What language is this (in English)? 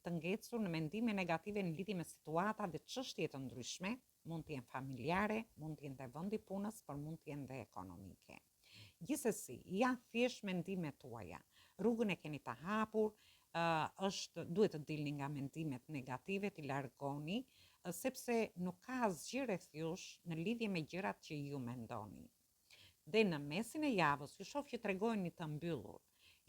Albanian